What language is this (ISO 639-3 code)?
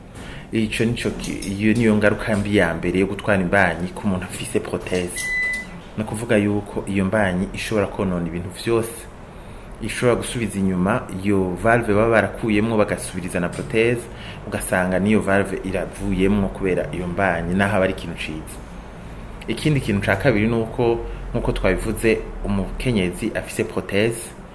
run